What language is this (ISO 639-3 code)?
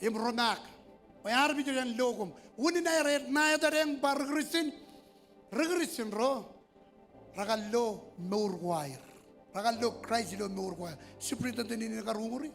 mah